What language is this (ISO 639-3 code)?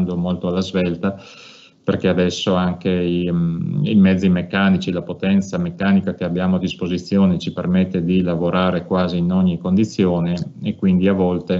ita